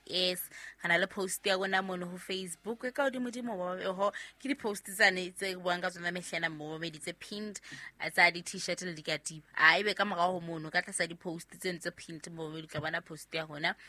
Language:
Southern Sotho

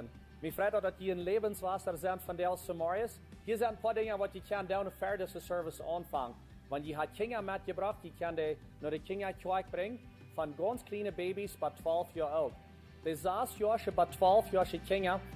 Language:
Plautdietsch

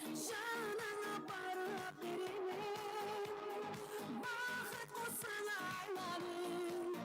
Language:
Kara-Kalpak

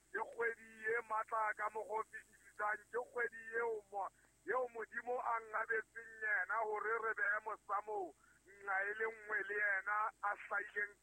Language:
Southern Sotho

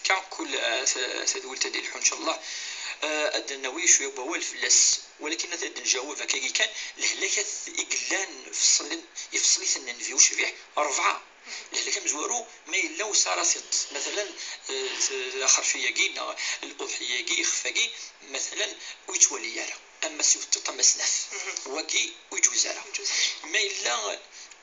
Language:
Kabyle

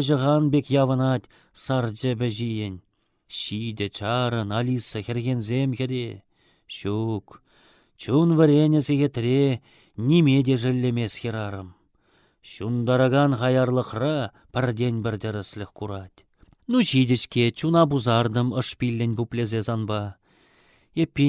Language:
Chuvash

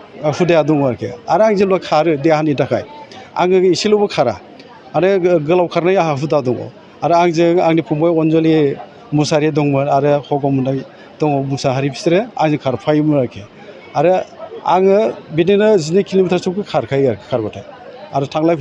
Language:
Bodo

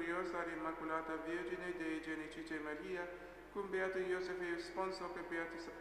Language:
Latin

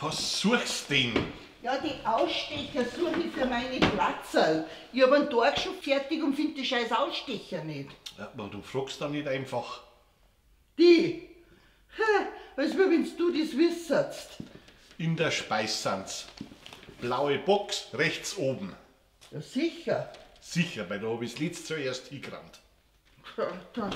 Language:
Bavarian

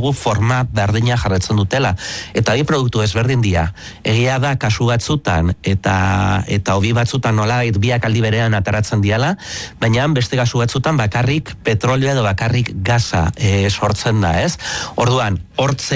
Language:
Basque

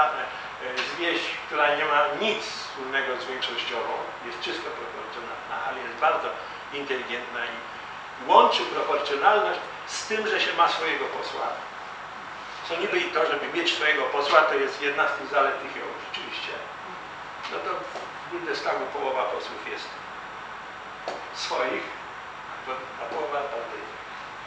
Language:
Polish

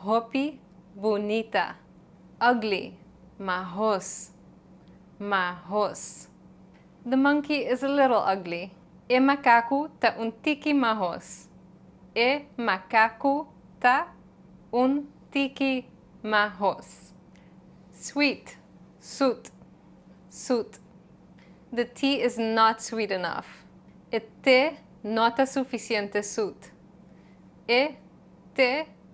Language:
Papiamento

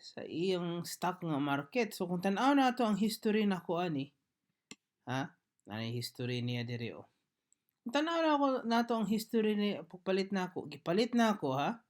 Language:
Cebuano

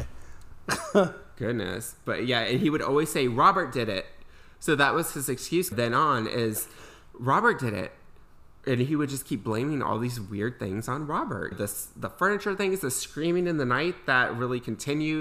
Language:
English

